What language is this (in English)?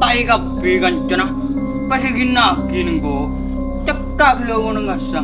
Madurese